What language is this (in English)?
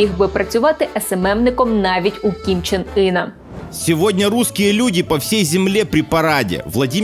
Ukrainian